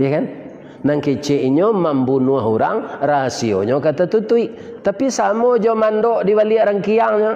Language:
Minangkabau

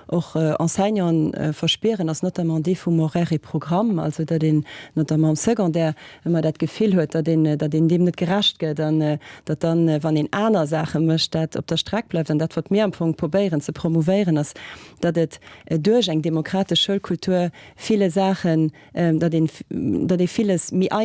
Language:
Luxembourgish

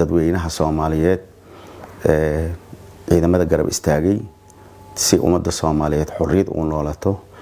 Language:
Somali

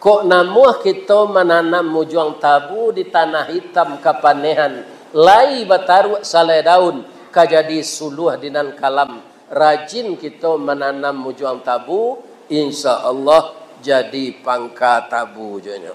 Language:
Minangkabau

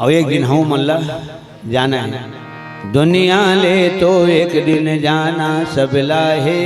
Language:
Chhattisgarhi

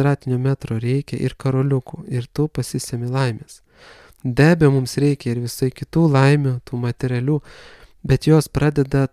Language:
Lithuanian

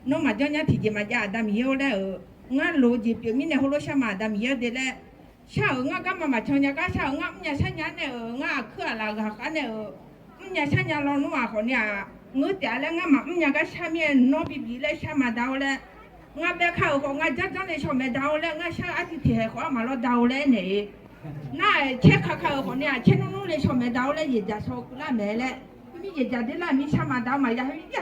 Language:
Akha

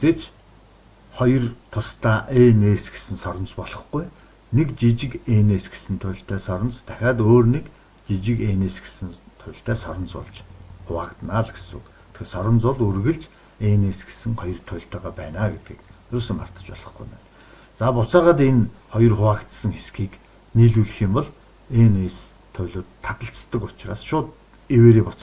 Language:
Mongolian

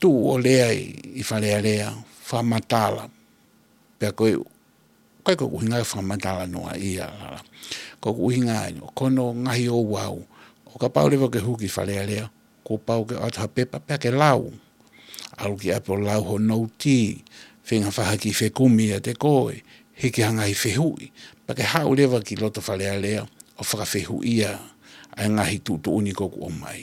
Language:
Tongan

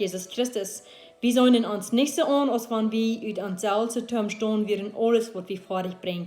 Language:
Plautdietsch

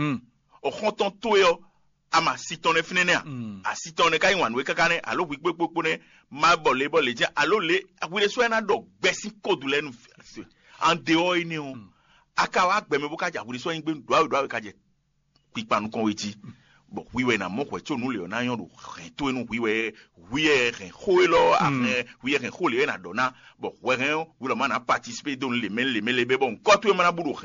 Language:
Fon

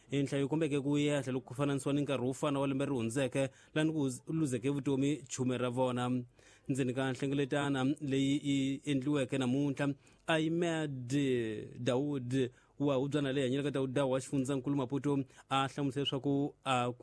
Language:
Tsonga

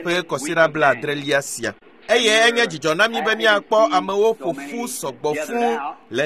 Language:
Ewe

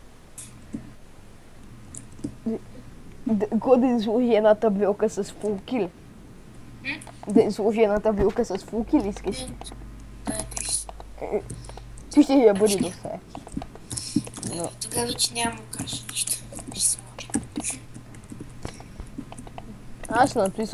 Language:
Bulgarian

